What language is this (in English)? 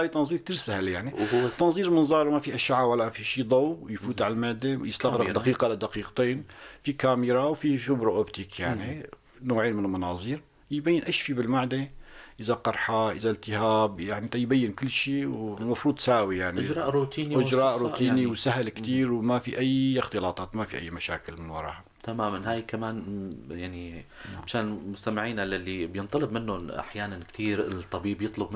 North Levantine Arabic